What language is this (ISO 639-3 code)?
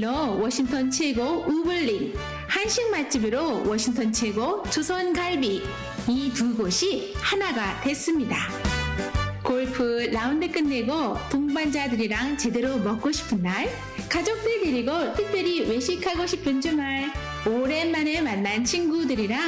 kor